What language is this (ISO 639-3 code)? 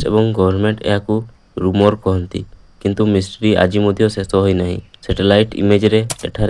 ori